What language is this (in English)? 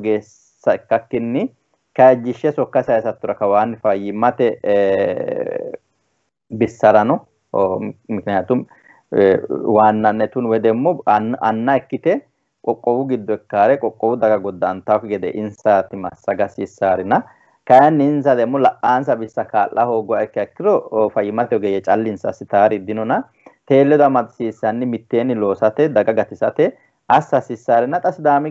Sidamo